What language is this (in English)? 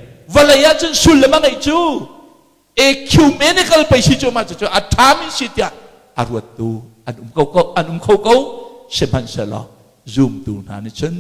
Hakha Chin